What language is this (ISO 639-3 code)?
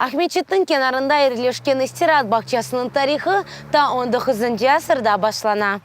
crh